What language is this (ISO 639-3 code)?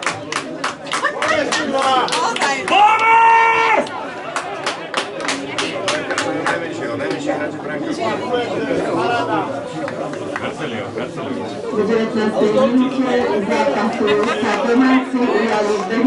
slk